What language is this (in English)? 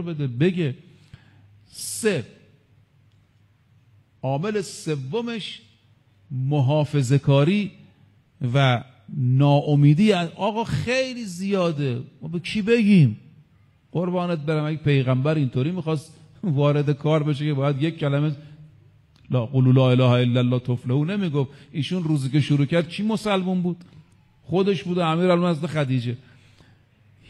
Persian